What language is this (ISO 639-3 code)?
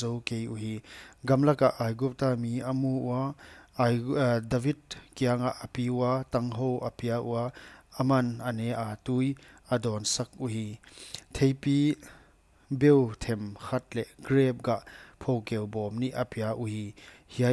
pck